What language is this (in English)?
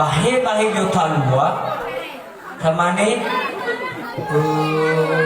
Nias